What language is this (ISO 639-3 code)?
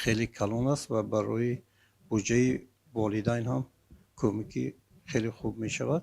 tgk